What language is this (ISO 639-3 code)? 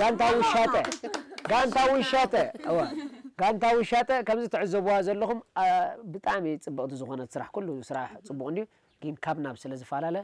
tir